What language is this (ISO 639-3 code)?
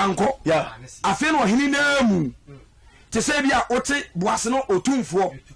aka